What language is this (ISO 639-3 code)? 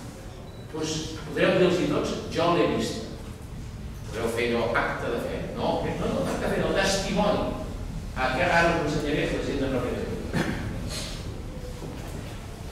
cat